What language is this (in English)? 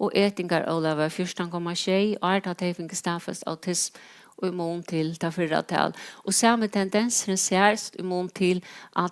Faroese